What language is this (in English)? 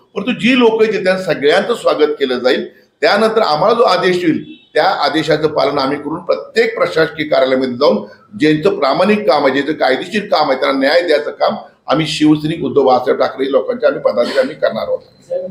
Marathi